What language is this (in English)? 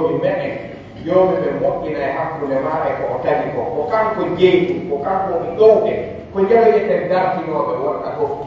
Pular